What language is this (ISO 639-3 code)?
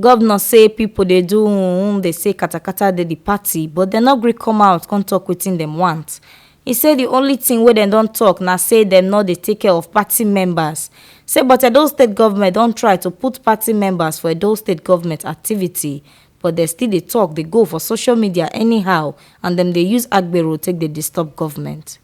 pcm